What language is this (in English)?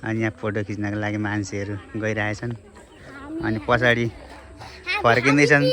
Nepali